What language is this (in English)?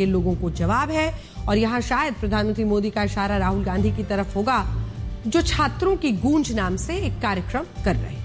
Hindi